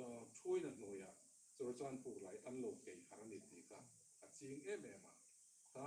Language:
Hmar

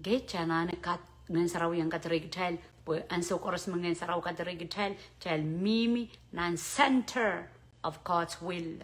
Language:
Pohnpeian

